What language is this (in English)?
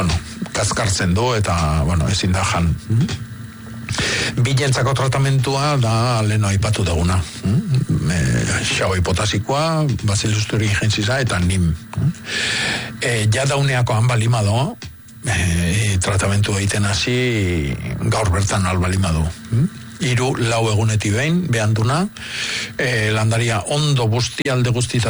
Basque